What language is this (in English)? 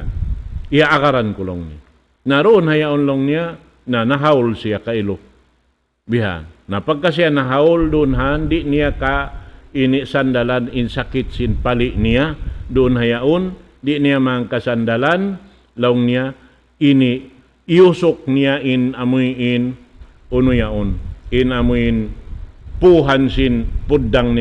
Tausug